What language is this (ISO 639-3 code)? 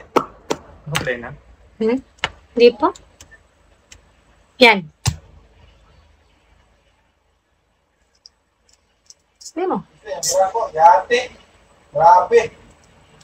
fil